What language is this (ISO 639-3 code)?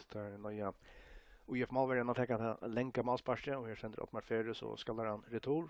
fao